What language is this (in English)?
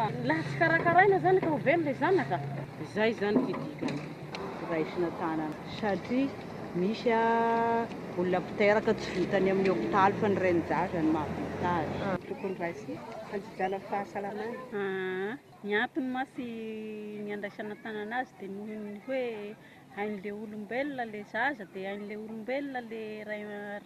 Malagasy